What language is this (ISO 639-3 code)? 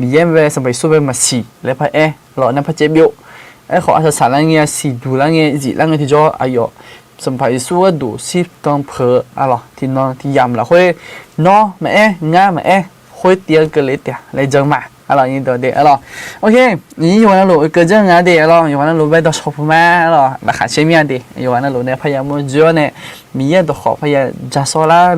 ahk